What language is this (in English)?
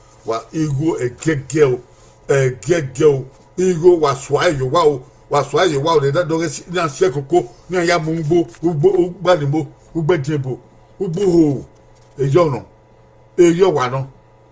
Bini